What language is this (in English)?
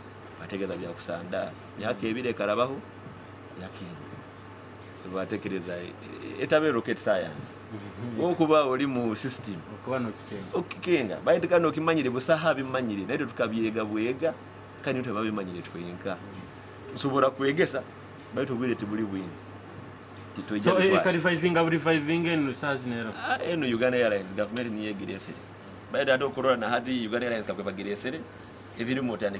Nyoro